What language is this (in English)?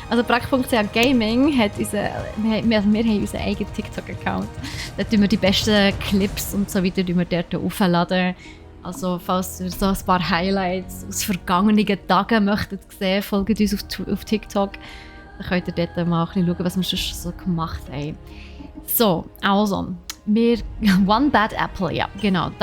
Swiss German